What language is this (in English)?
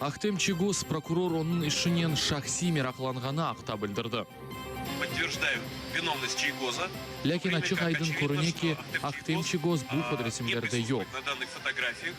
Crimean Tatar